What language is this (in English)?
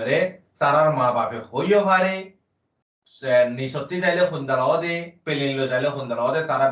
Rohingya